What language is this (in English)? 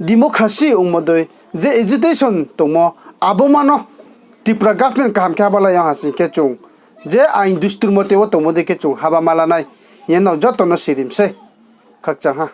Riang (India)